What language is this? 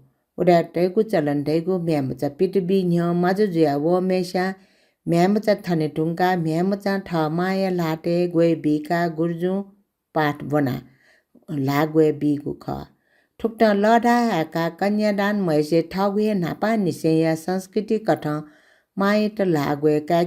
Newari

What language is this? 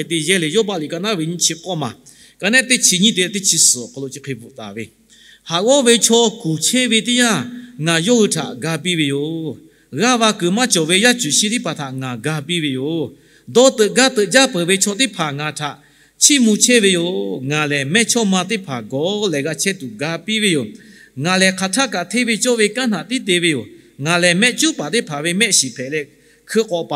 Lahu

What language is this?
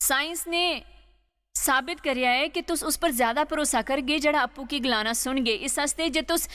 Dogri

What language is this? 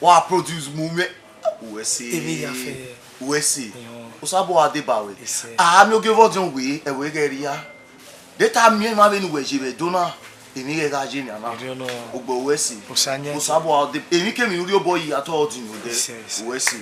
Bini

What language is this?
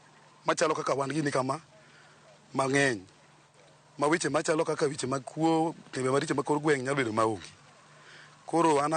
Luo (Kenya and Tanzania)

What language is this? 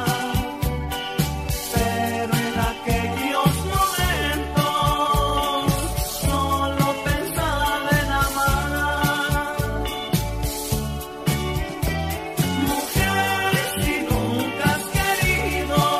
Spanish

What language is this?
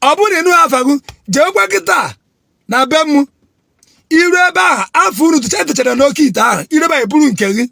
Igbo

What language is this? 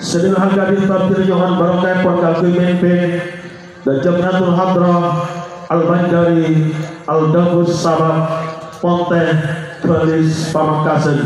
Madurese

